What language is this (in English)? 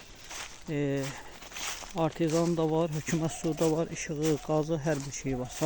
Azerbaijani